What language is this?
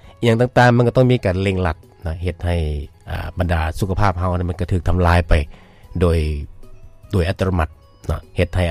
Lao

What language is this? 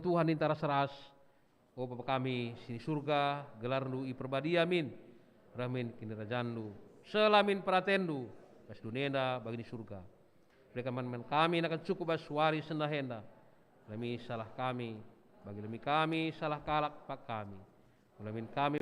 Batak Karo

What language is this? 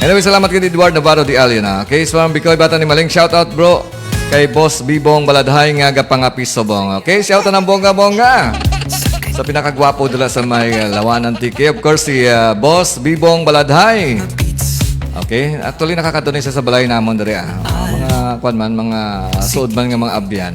Hiligaynon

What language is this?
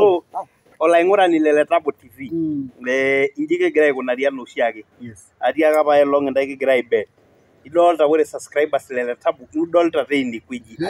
Masai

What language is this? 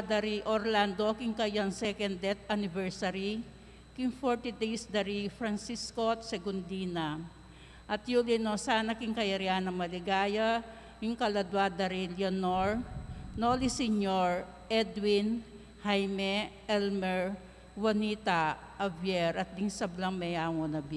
Pampanga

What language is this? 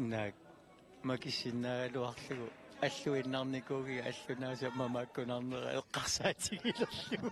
Kalaallisut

